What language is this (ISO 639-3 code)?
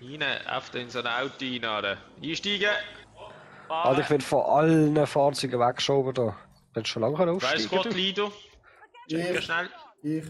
gsw